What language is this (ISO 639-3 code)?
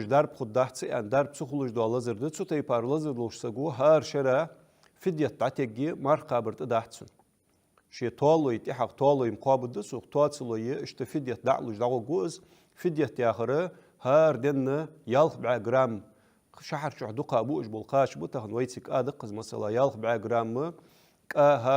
inh